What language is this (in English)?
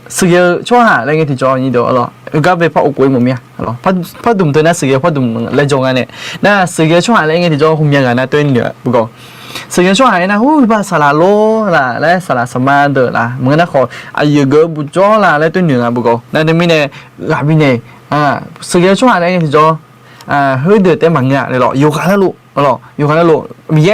Akha